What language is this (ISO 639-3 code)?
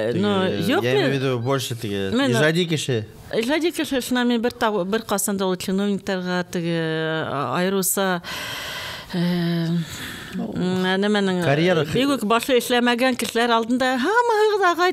bak